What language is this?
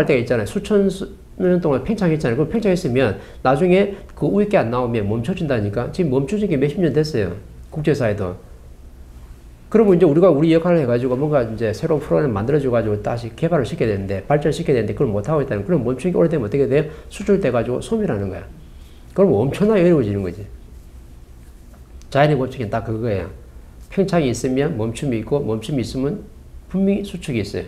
Korean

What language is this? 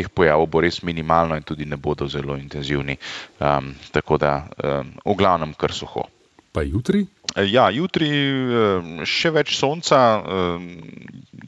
Slovenian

